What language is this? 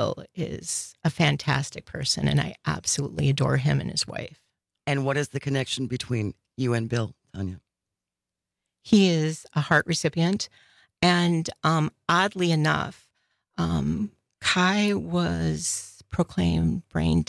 English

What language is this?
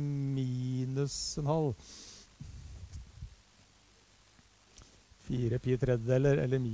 Norwegian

